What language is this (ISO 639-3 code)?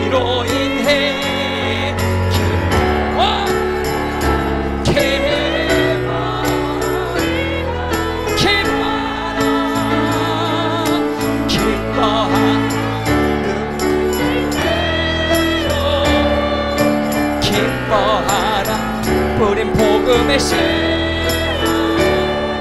kor